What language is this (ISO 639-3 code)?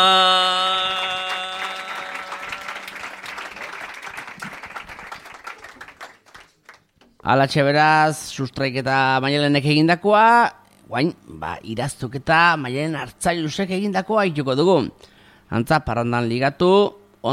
eus